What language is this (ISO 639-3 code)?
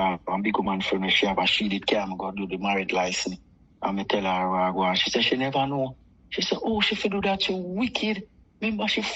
jam